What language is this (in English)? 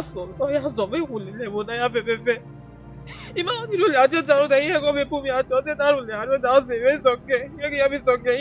Bini